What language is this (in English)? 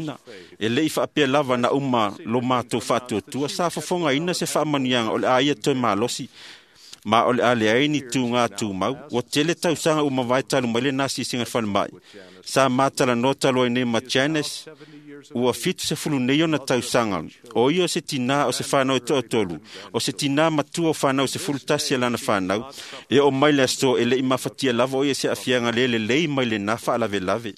Samoan